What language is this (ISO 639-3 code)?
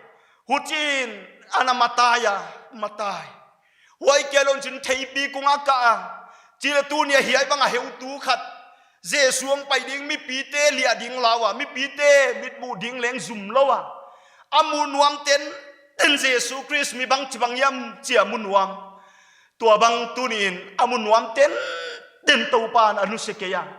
pck